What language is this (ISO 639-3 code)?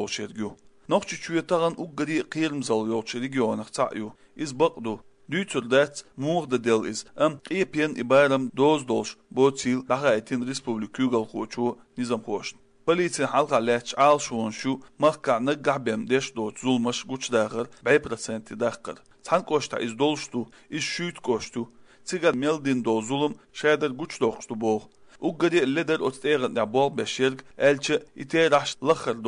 che